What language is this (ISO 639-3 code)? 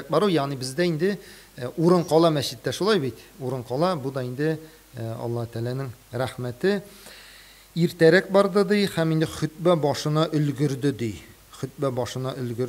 tat